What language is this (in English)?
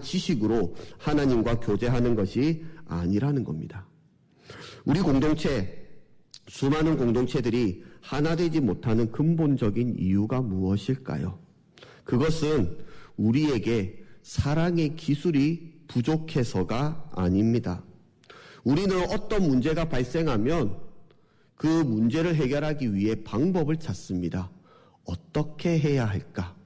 Korean